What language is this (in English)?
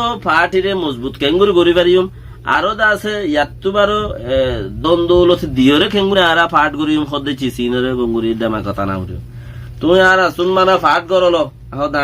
Rohingya